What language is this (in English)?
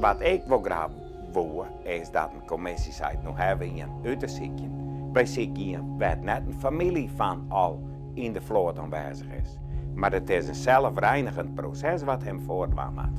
Western Frisian